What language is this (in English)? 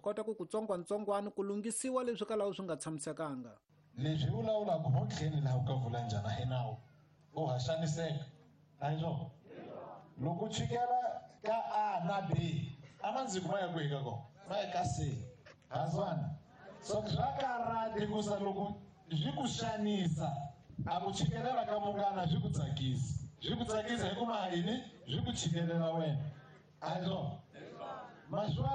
Tsonga